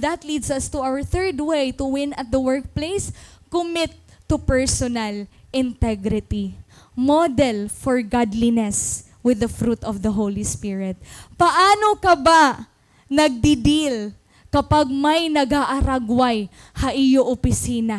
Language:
Waray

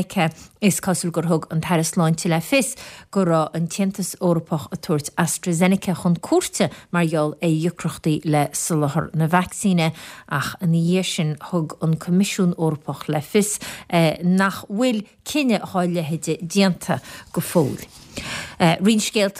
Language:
Irish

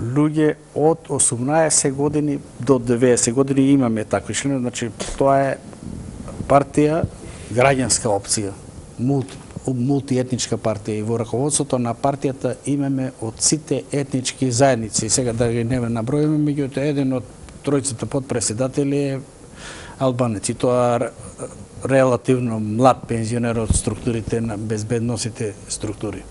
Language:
Macedonian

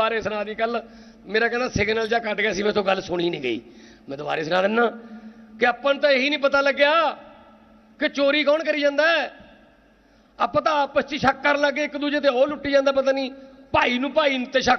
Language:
Punjabi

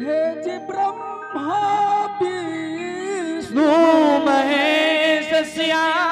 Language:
Angika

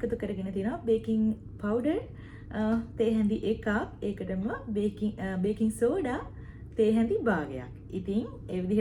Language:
Sinhala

